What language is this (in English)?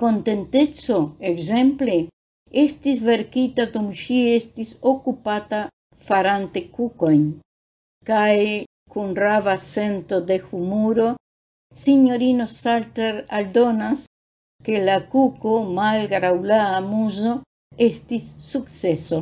Esperanto